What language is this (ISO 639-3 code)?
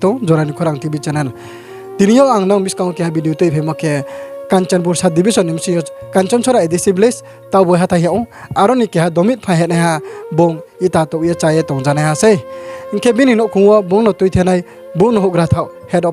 ria